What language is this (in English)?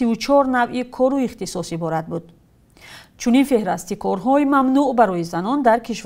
Tajik